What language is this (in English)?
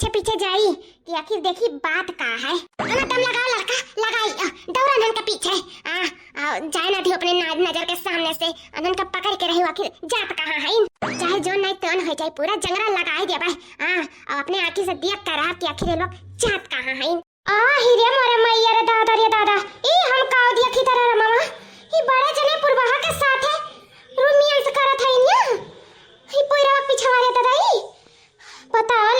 Awadhi